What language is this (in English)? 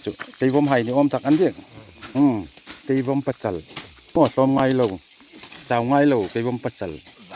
Hmar